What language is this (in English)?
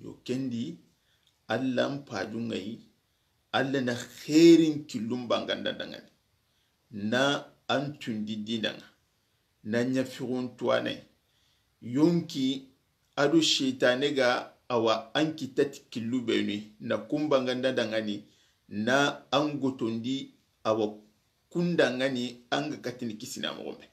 Soninke